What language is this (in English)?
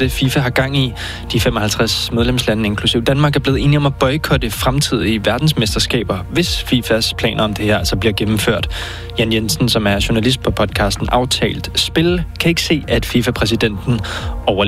Danish